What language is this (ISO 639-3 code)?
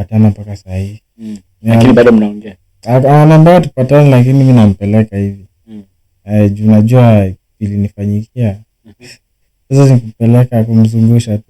swa